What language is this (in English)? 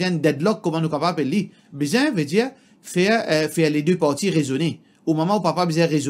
Morisyen